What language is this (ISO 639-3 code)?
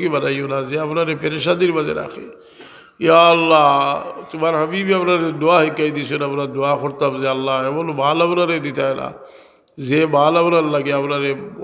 syl